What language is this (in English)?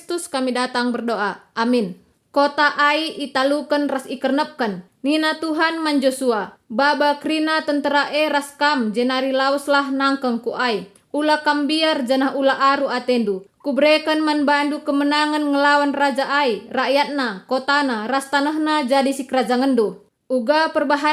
Batak Karo